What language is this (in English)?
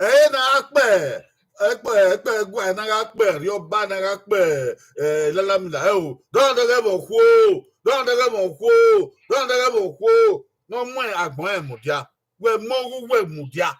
Bini